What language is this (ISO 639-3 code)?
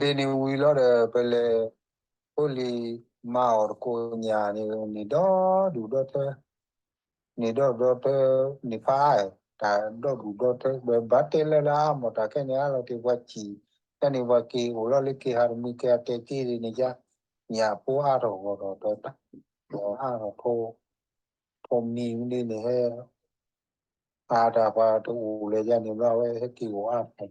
ksw